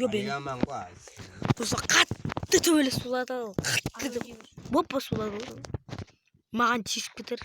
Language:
Kara-Kalpak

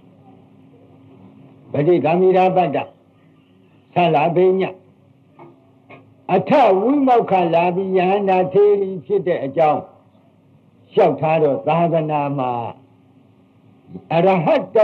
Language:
Burmese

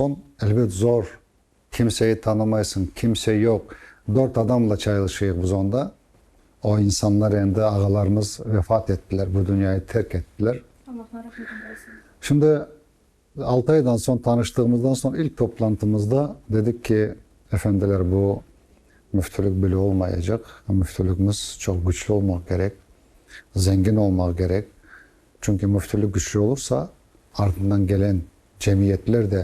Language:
Crimean Tatar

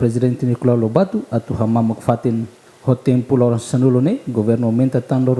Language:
Tetum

